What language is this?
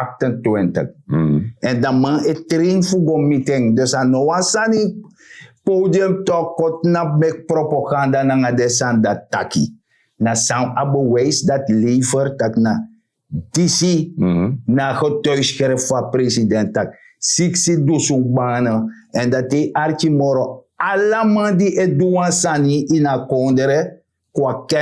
Sranan Tongo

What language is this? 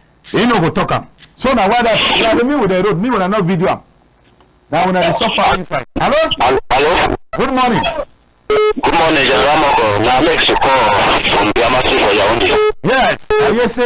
Cameroon Pidgin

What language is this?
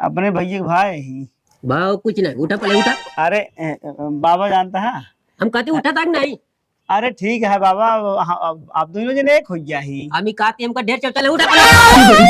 Awadhi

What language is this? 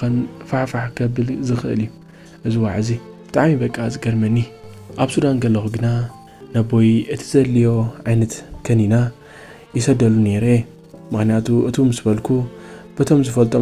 Tigrinya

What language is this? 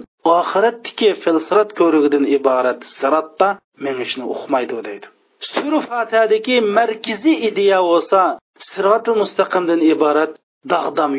Uyghur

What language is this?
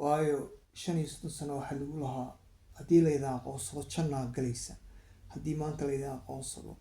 Somali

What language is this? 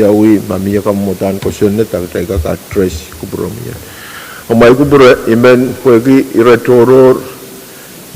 Pohnpeian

